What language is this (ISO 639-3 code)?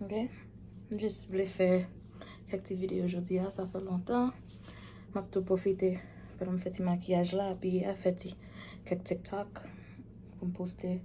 hat